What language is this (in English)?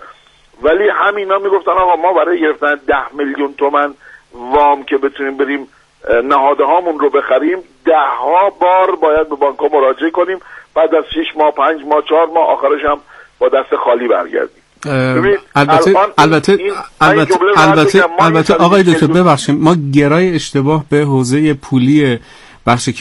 Persian